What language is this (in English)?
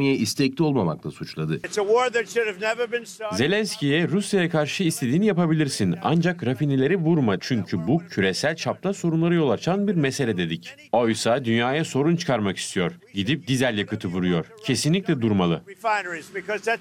Turkish